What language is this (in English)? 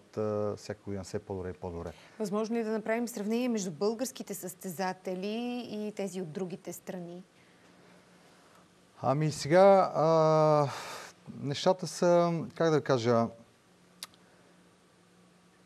Bulgarian